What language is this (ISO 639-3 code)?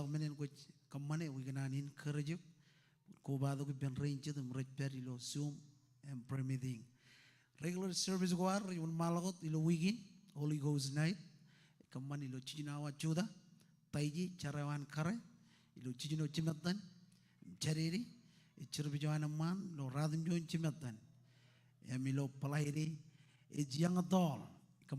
mah